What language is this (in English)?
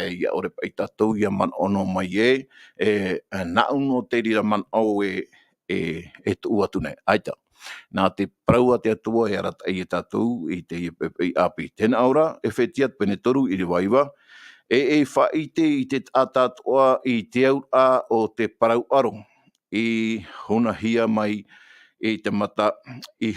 Tahitian